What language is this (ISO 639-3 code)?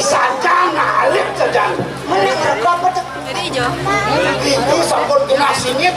ban